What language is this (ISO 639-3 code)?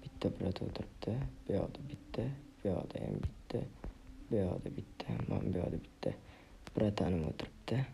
uzb